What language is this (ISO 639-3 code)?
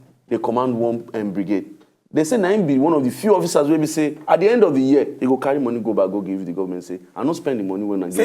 pcm